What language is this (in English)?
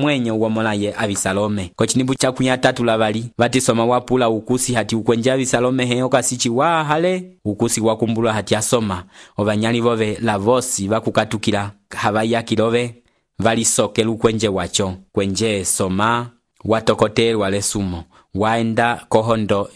Umbundu